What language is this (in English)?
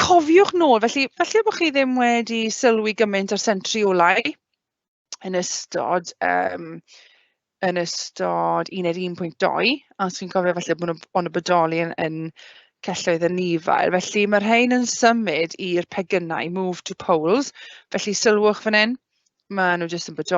Welsh